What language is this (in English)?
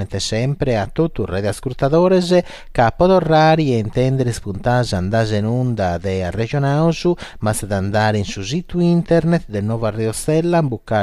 Sardinian